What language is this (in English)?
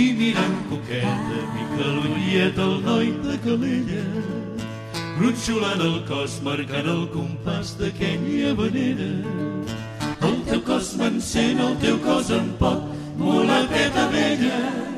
Catalan